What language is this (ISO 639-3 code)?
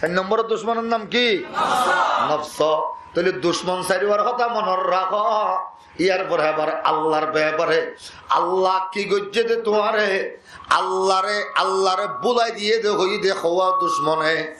rhg